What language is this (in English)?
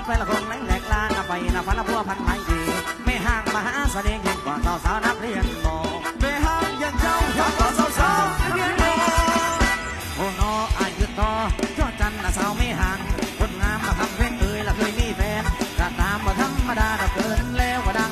Thai